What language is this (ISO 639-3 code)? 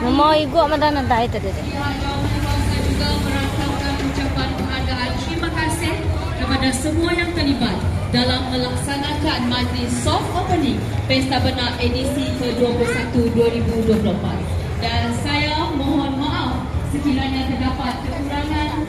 iba